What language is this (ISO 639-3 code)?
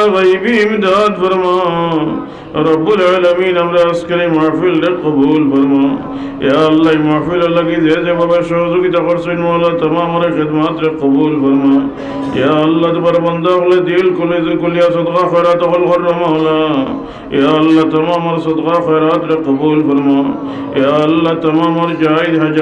syl